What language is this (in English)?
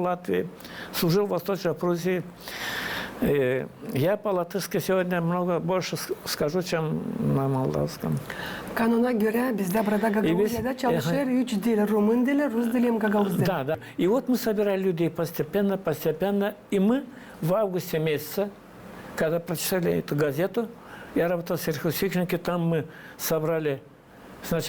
Gagauz